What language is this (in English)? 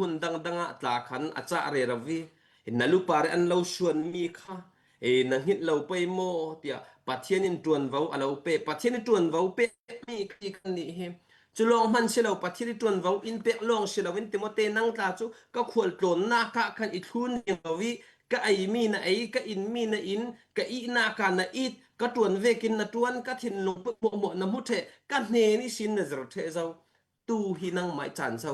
Falam Chin